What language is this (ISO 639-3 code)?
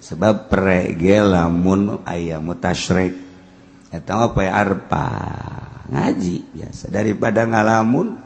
sun